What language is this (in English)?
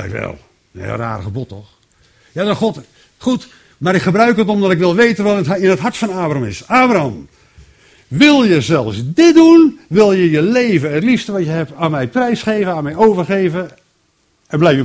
Dutch